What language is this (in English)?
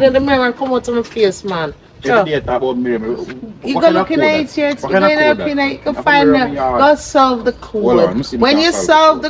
Jamaican Creole English